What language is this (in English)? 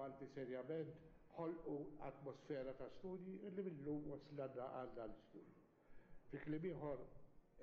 Maltese